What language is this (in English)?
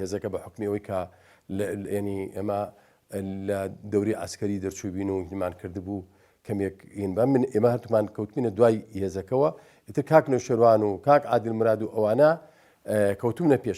Central Kurdish